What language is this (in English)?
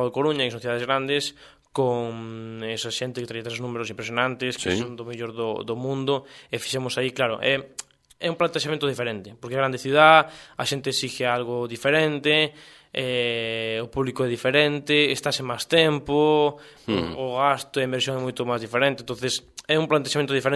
Galician